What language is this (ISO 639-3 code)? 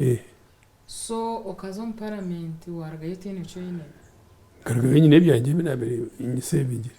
nyn